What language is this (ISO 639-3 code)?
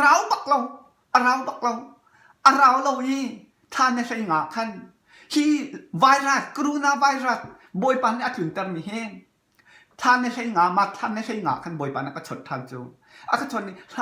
cnh